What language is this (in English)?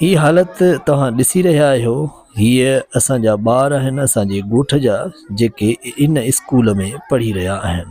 Sindhi